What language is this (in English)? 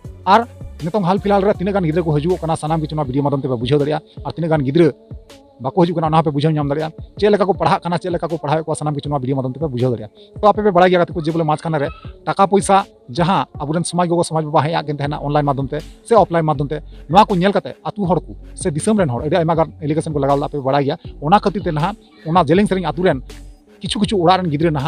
Santali